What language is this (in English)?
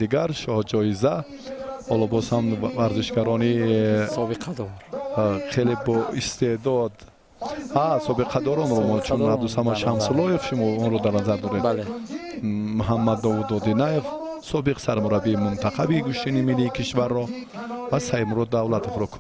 Tajik